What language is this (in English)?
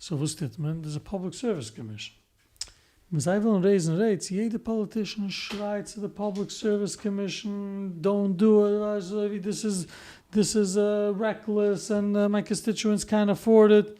Yiddish